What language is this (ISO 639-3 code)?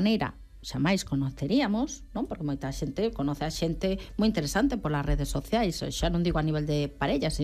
glg